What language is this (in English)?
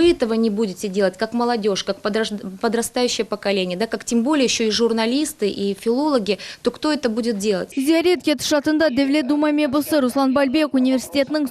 Crimean Tatar